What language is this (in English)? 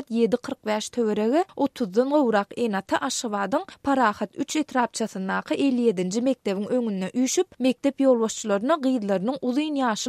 Turkmen